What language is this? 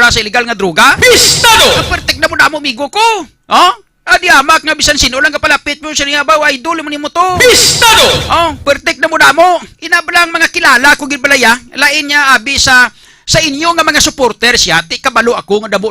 Hiligaynon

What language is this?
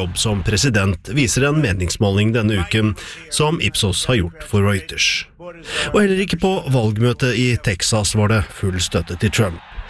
Norwegian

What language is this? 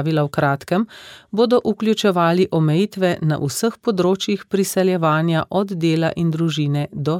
Slovenian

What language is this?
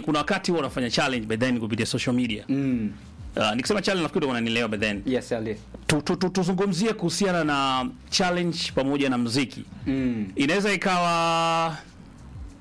Swahili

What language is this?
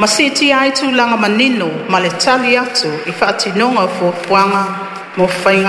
Samoan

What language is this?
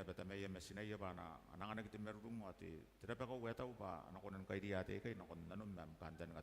Gilbertese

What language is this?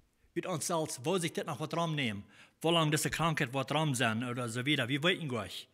Plautdietsch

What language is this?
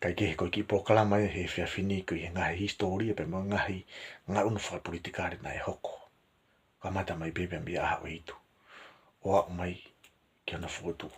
Tongan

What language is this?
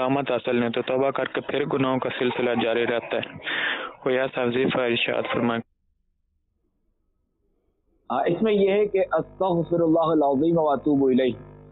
Urdu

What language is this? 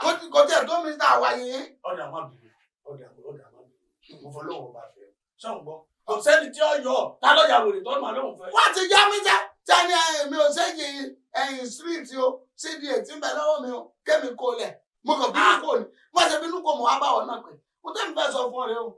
Yoruba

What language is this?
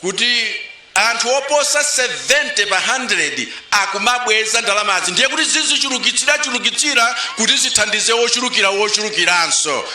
Nyanja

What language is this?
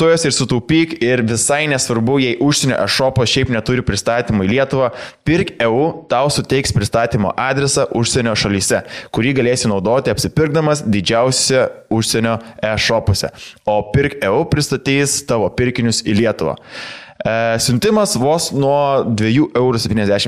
Lithuanian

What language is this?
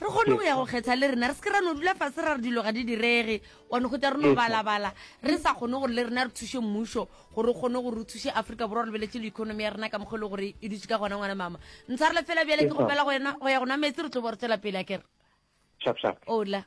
Northern Sotho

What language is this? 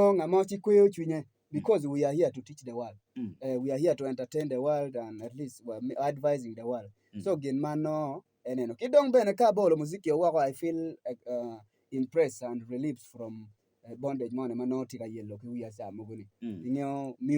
Acoli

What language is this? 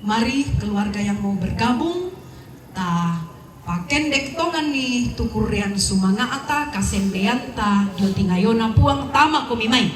Toraja-Sa'dan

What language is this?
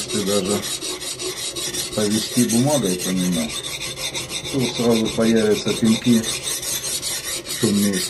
Russian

